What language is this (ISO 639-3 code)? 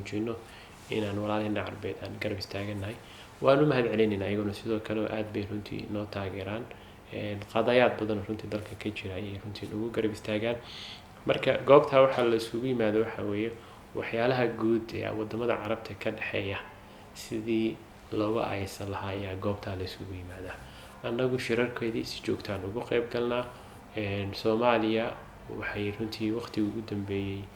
som